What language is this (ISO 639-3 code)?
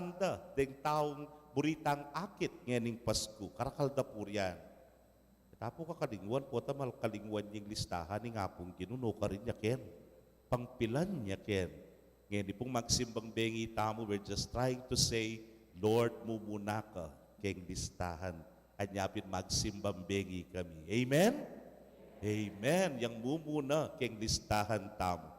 pam